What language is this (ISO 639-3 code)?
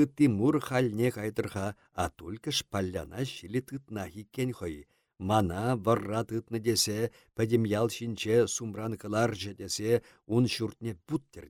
chv